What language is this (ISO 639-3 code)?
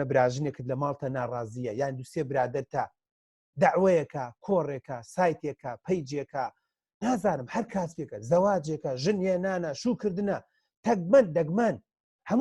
ckb